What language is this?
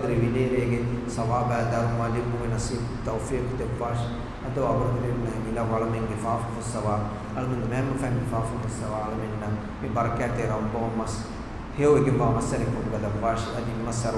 Divehi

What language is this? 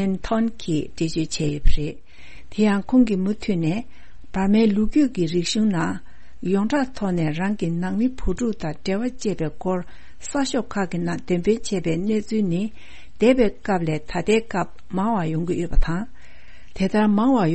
Tibetan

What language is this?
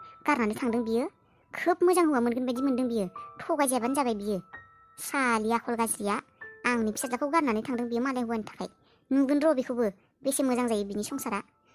Bodo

